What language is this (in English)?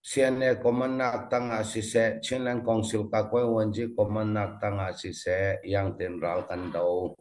Falam Chin